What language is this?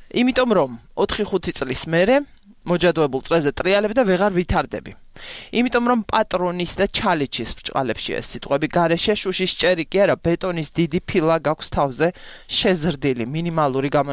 Georgian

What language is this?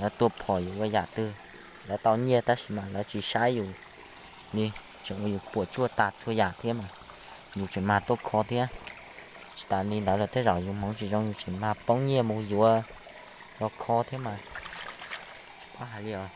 Hmong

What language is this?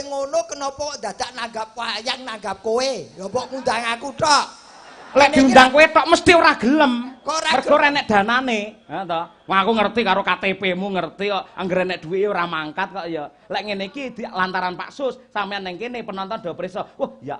Javanese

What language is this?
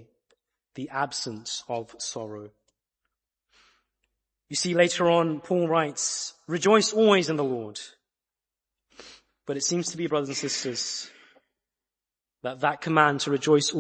English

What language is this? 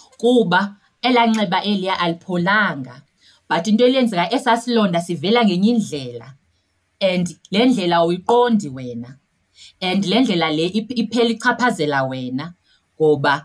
Xhosa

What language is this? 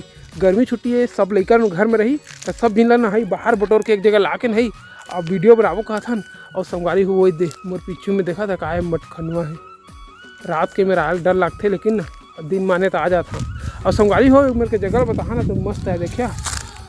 Chhattisgarhi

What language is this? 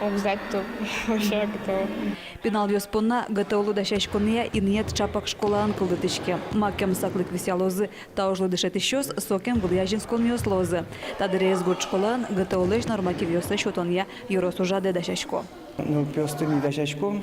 Udmurt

